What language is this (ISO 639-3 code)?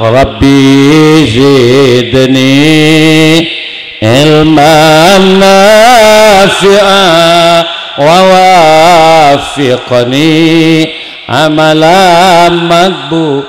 mad